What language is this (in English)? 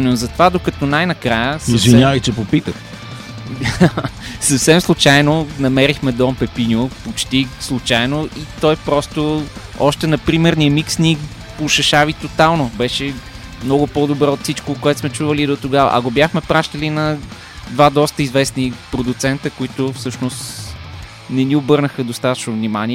Bulgarian